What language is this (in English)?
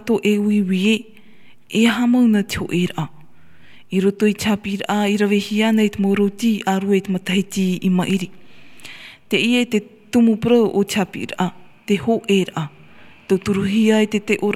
Tahitian